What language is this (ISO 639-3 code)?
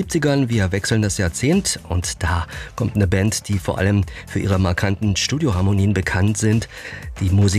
deu